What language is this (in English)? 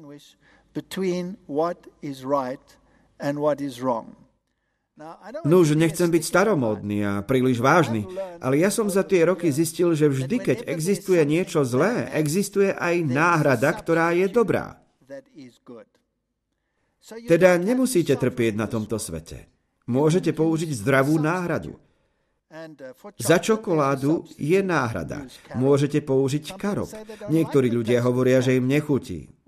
Slovak